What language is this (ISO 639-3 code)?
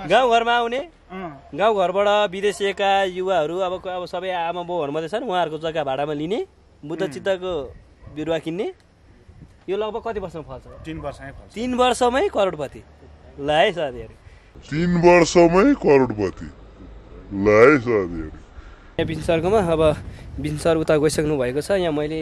nep